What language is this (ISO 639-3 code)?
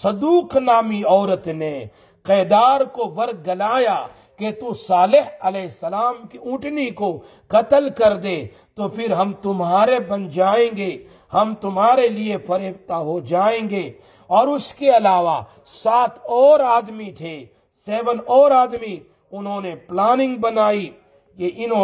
urd